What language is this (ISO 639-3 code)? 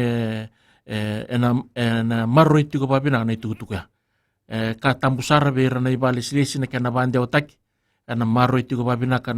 fij